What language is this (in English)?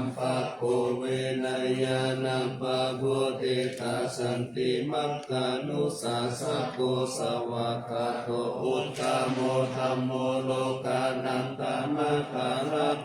Pali